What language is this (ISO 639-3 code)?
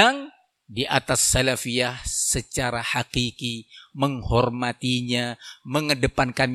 ind